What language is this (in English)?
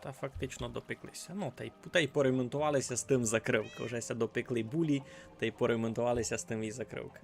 Rusyn